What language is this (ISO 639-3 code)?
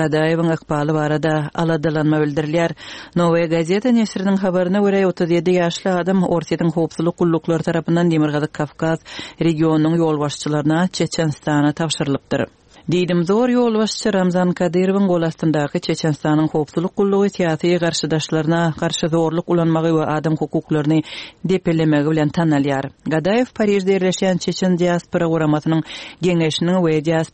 tuk